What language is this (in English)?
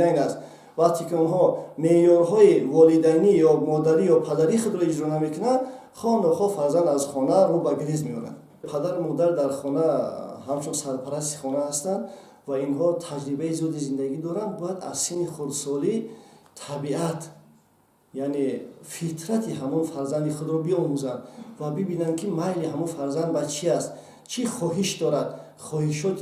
Tajik